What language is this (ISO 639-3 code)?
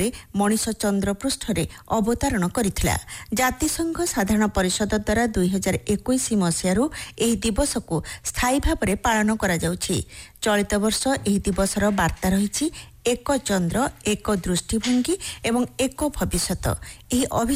ori